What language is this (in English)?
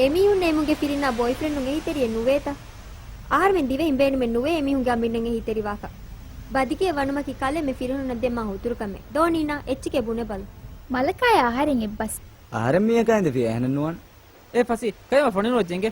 Divehi